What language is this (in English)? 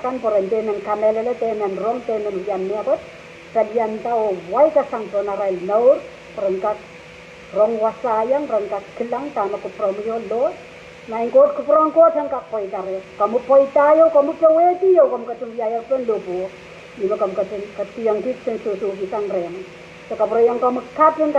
Pohnpeian